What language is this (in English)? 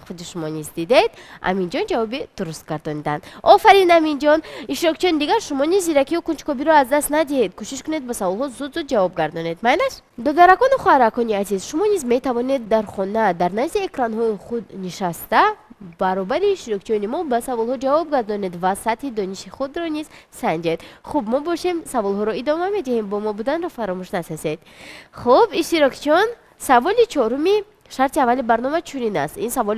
Tajik